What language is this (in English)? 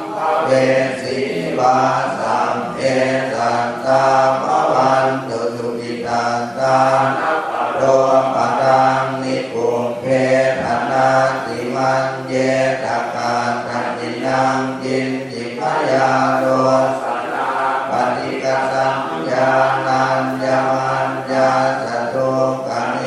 Pali